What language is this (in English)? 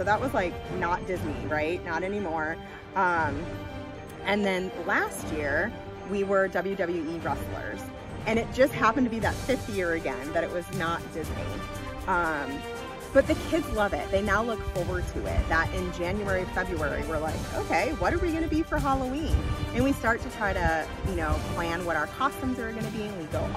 English